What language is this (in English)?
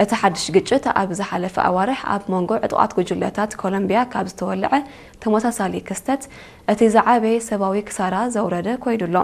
Tigrinya